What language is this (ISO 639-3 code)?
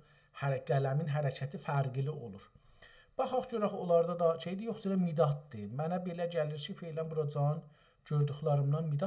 azb